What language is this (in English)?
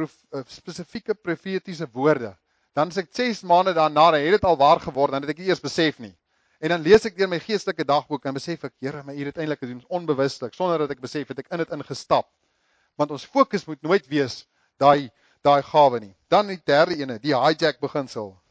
Afrikaans